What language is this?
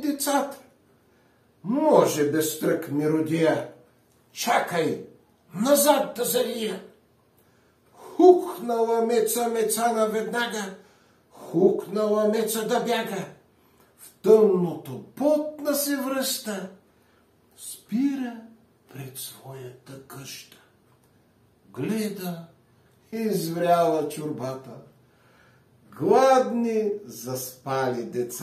Bulgarian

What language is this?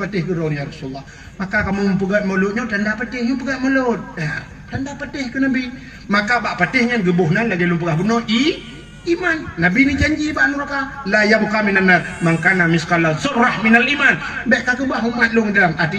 Achinese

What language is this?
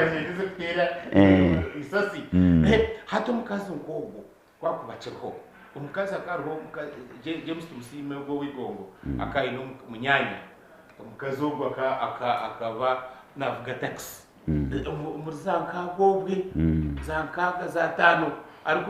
Nyankole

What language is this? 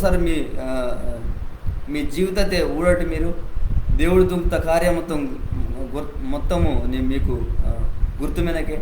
Koya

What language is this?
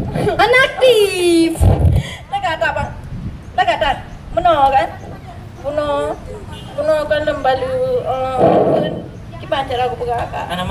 Achinese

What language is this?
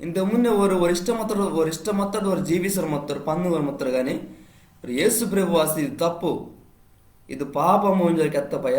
Koya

